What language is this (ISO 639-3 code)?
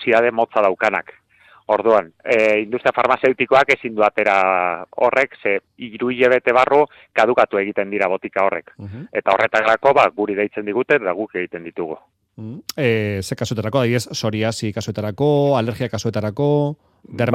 eus